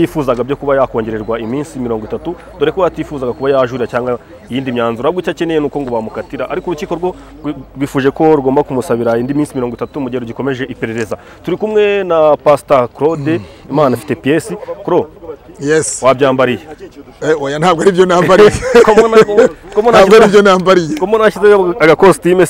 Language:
Kinyarwanda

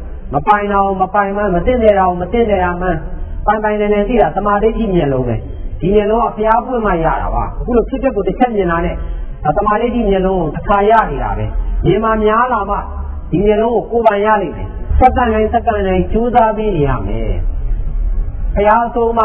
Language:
Burmese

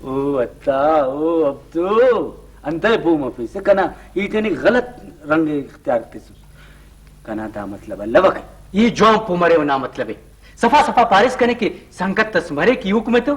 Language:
Brahui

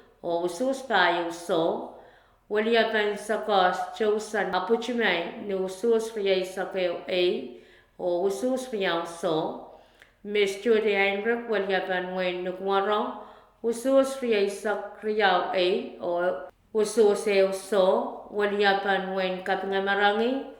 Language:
Pohnpeian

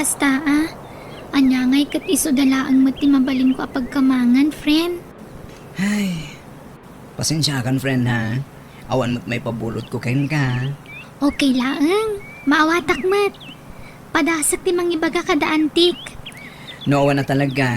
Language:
Iloko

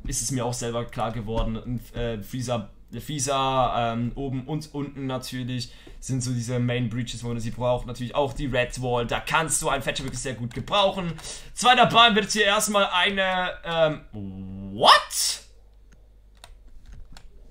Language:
German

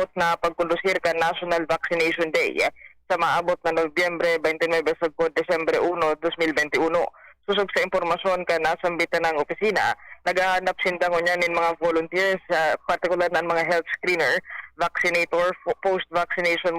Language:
Bikol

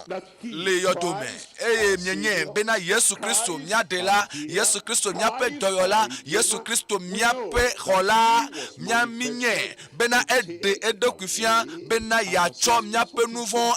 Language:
Ewe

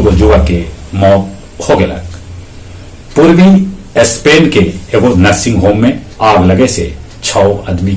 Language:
Magahi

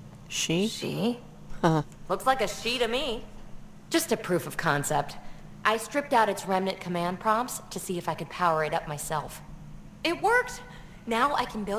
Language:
English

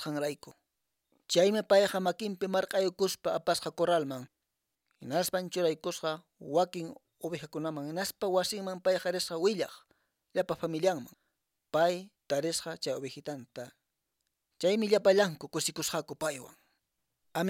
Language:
Quechua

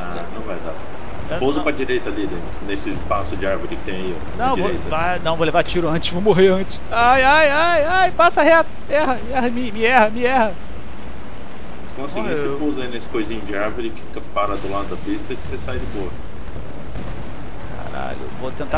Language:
Portuguese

